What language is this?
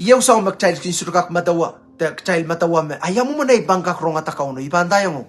Pohnpeian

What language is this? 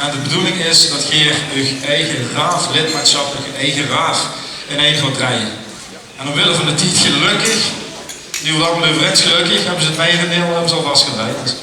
Limburgish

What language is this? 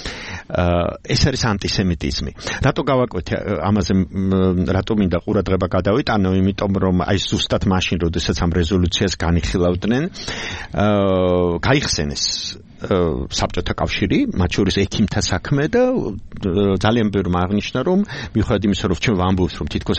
Georgian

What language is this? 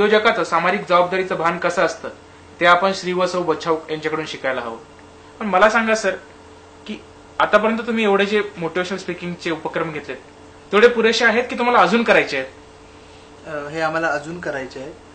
Marathi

